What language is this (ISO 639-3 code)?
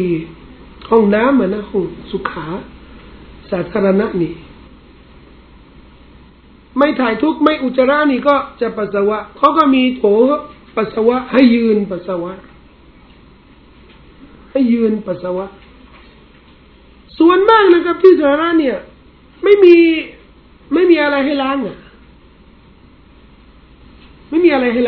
tha